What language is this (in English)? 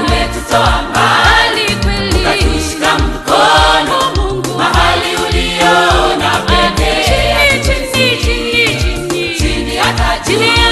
Swahili